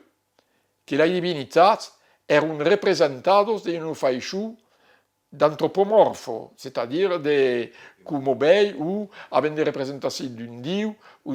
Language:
Occitan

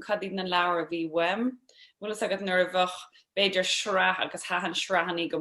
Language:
Irish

